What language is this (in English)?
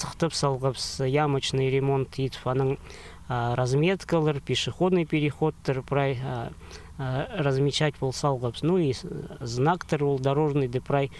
Khakas